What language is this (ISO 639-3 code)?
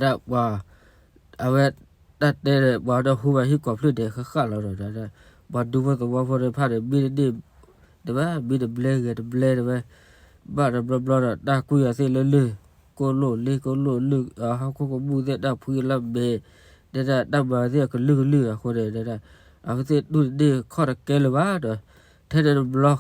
ksw